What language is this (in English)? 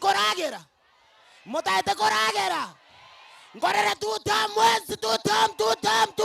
Gusii